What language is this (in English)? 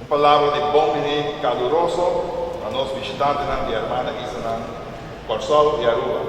Papiamento